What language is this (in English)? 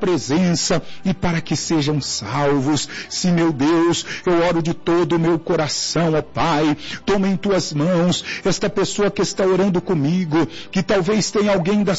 Portuguese